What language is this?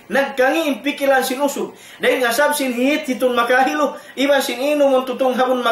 Tausug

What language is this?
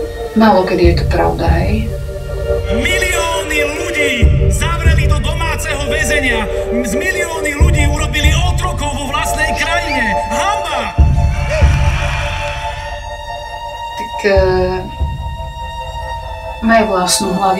Slovak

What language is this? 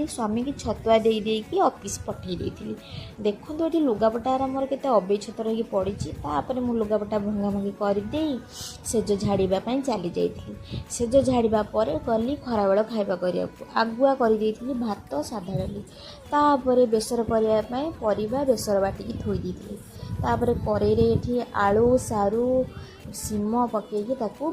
Odia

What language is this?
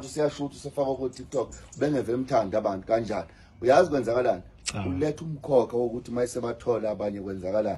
Zulu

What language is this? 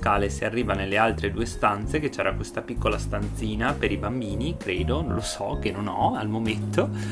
Italian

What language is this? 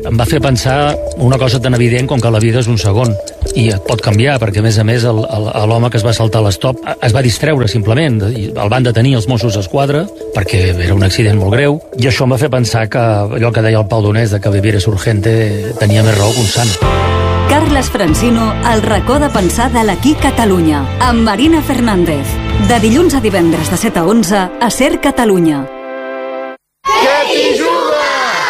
Catalan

